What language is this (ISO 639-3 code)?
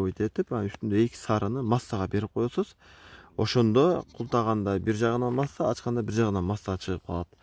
kir